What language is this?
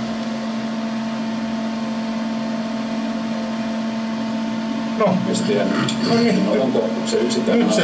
Finnish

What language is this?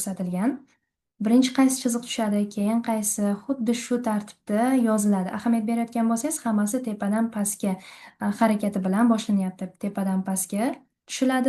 Uzbek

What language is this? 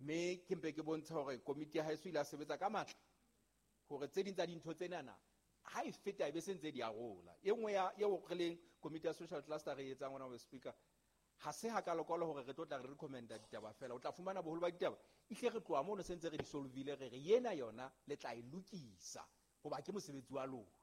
Southern Sotho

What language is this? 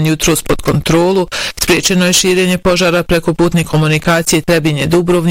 Bosnian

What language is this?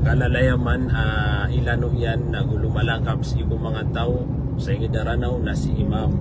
Maranao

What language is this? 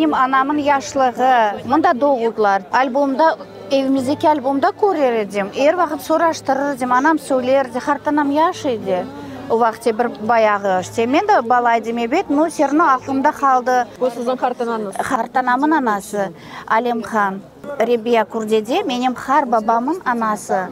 Crimean Tatar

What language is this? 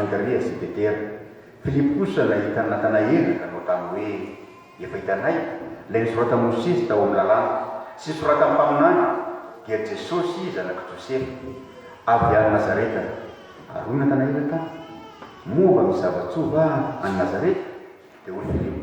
Malagasy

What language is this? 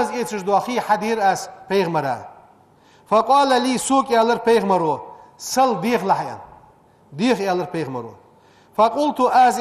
Ingush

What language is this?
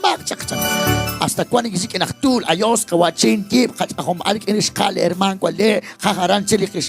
Kekchí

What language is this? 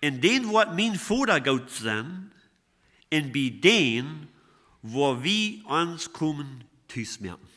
Plautdietsch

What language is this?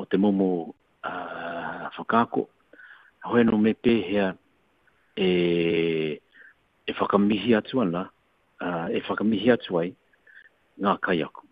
Māori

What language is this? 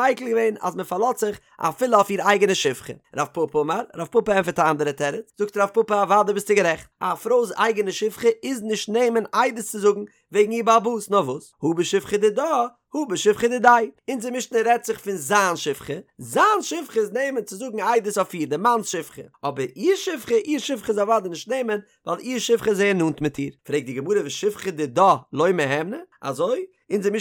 Yiddish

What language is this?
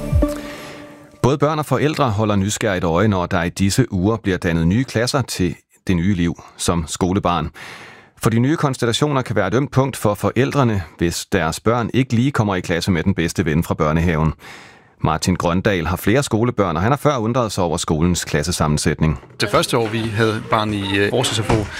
Danish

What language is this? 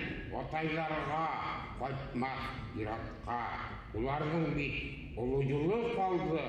Bashkir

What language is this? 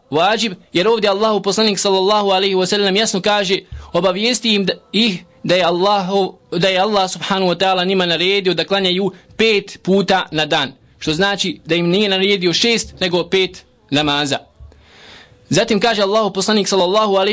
Bosnian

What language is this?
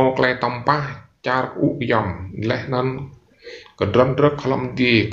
Rade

